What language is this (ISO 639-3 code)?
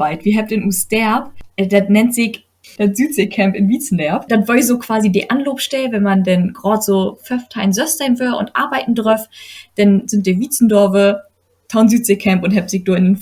nds